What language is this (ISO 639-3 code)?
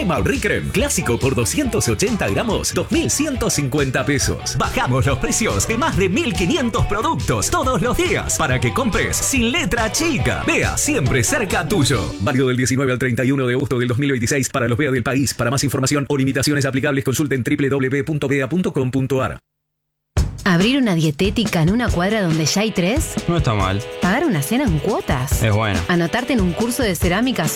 spa